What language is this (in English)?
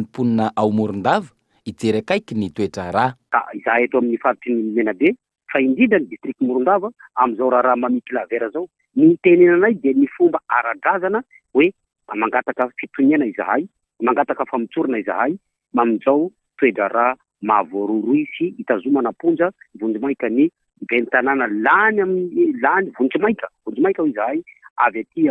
Malagasy